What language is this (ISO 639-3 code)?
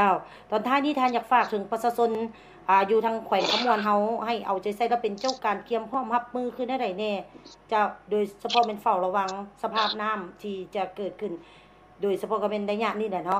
lao